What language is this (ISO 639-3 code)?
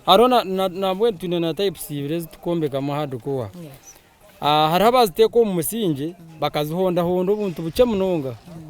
nyn